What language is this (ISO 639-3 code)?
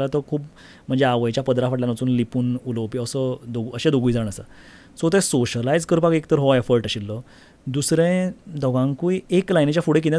kok